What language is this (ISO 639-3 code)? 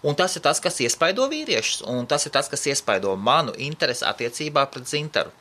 lav